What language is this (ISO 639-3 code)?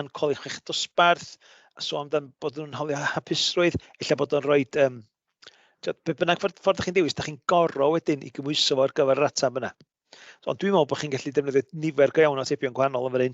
cym